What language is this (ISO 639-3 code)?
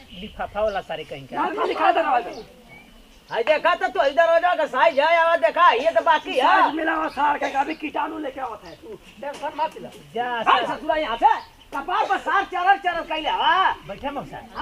bho